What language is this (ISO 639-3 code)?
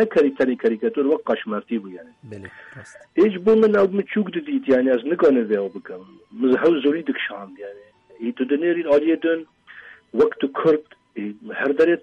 kur